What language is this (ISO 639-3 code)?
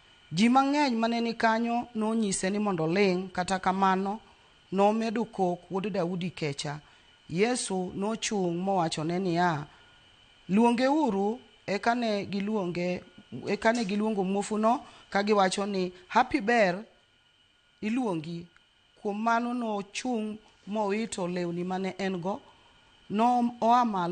luo